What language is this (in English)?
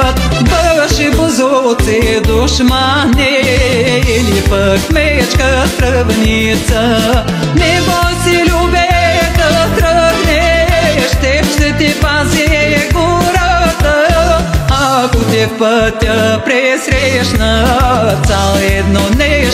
Bulgarian